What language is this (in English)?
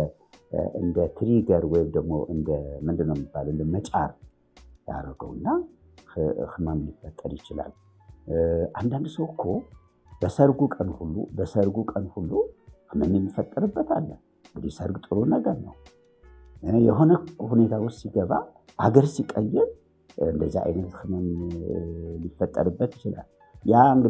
Amharic